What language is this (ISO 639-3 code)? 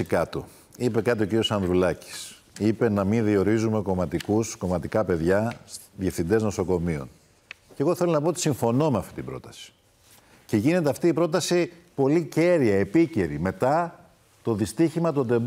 ell